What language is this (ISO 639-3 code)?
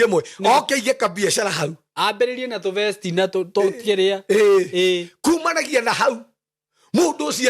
kik